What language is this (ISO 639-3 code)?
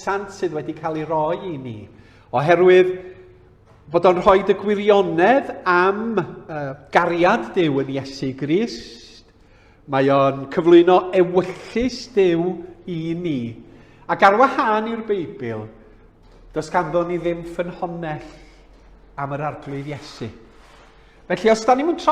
cym